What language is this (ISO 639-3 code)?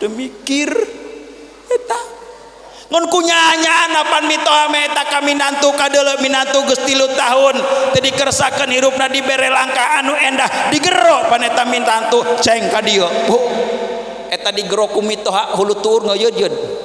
sun